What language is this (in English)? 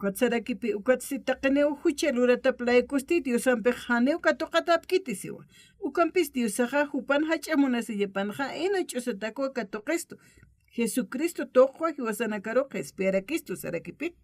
Aymara